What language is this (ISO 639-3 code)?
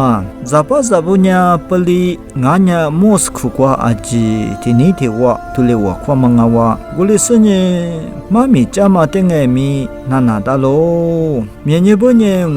lis